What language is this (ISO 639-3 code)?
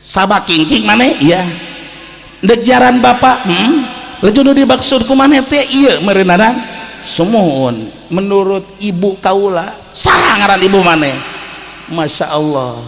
sun